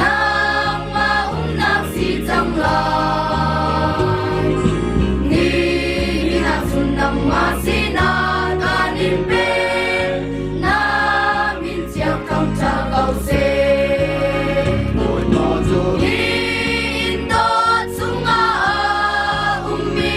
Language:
Hakha Chin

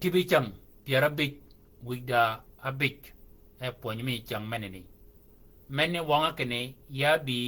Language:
Shilluk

